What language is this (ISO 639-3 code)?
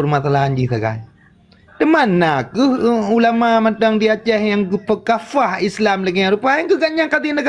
ace